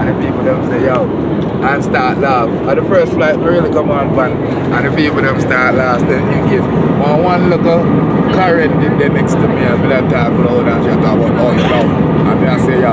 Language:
Jamaican Creole English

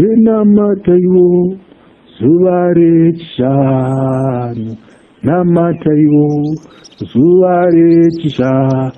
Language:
Shona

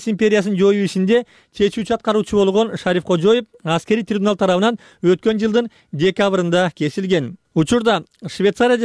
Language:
Kyrgyz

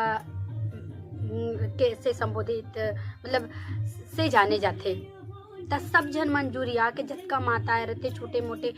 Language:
Chhattisgarhi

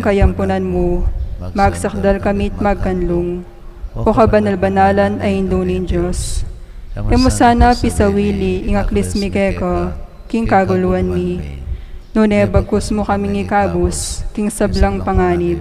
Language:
Pampanga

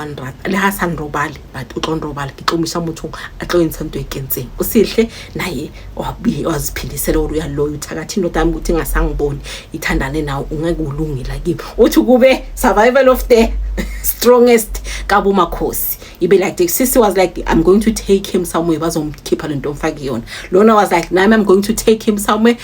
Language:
Zulu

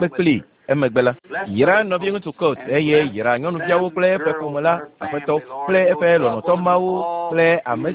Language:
Ewe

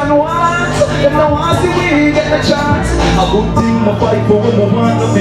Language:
Jamaican Creole English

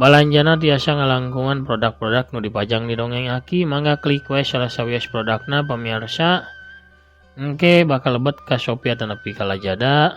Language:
Sundanese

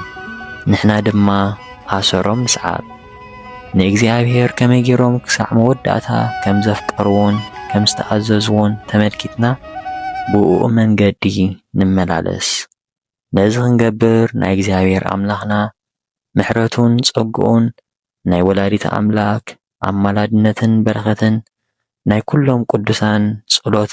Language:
Tigrinya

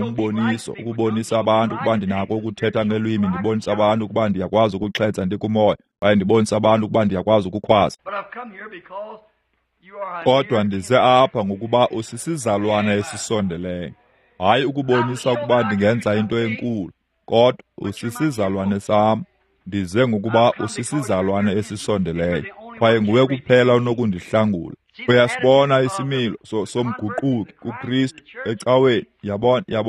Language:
Xhosa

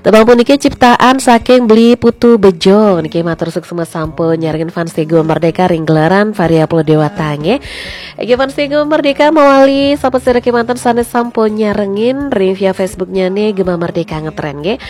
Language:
Balinese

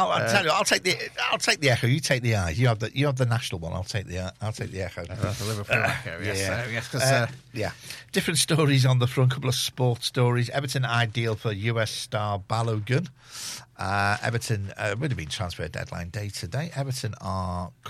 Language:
English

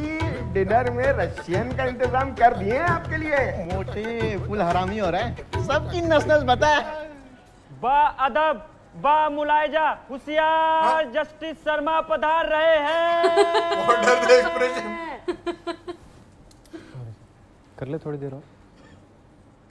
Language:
Hindi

